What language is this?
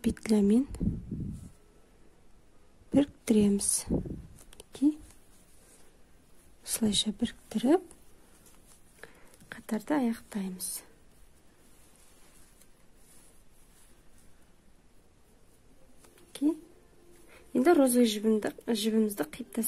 Kazakh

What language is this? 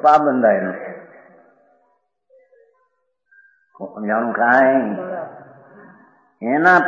Gujarati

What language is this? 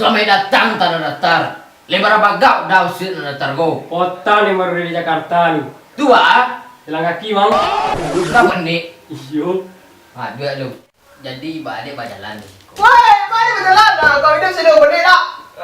Minangkabau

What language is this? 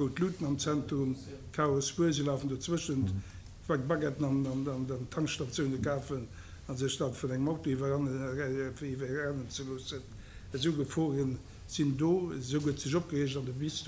Luxembourgish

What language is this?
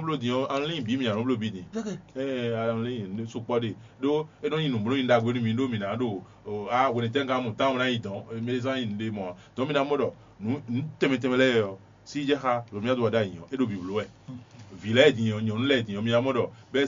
Fon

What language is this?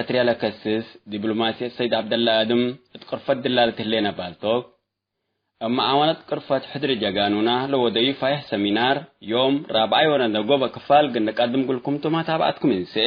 Tigre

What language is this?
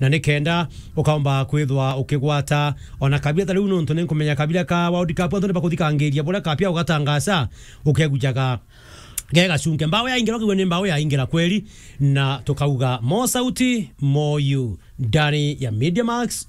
Meru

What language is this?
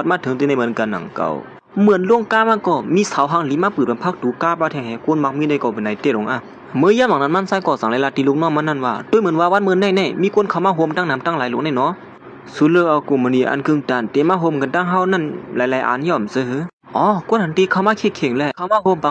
Shan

